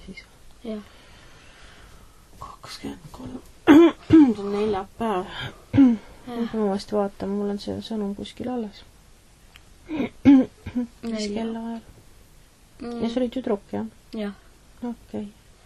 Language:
Estonian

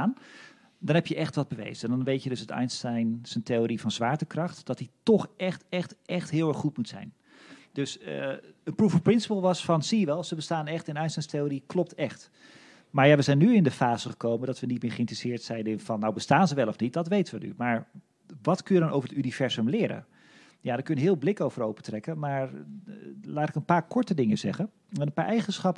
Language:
Dutch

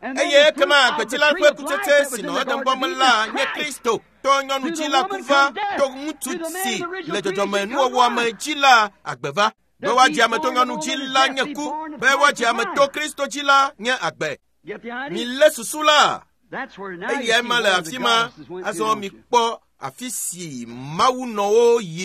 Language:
Ewe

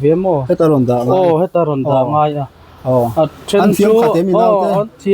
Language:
Mizo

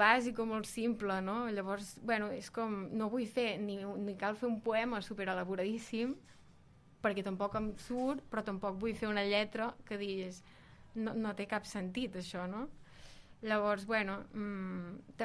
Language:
Catalan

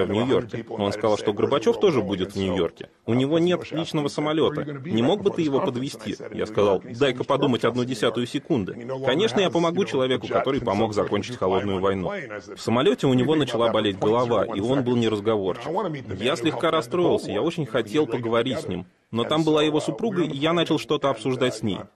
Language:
Russian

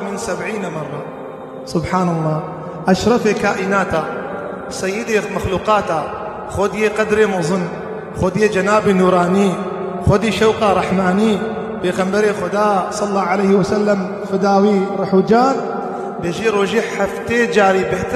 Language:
Kurdish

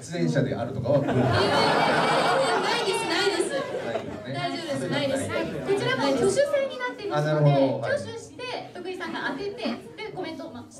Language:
Japanese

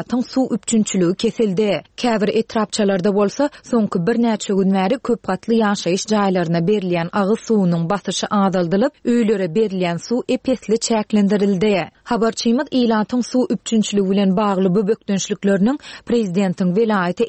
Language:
Turkmen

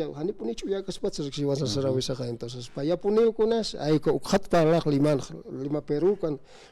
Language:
Aymara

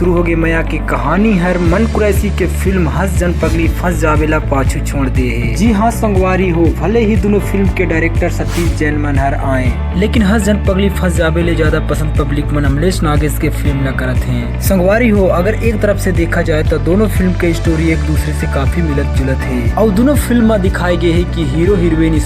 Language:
Chhattisgarhi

